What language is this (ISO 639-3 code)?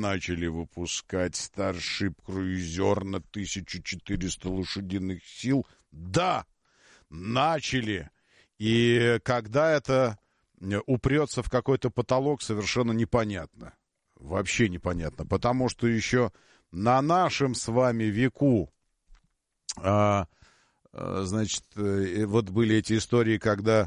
rus